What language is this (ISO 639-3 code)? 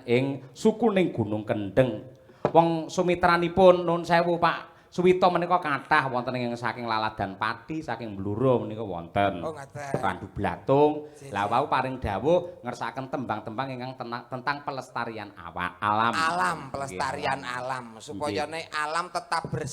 jav